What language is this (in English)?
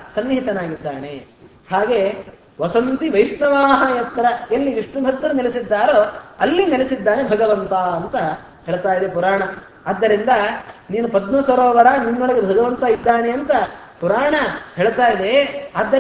Kannada